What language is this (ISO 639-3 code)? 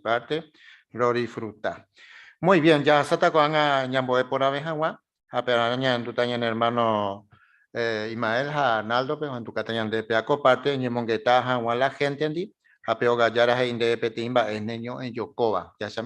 grn